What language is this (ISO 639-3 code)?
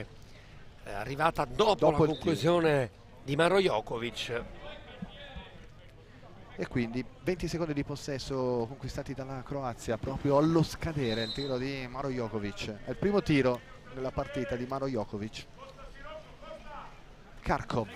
ita